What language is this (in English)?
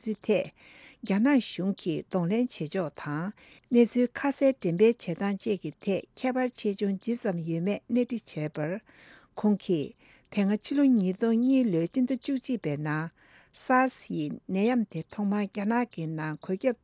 Tibetan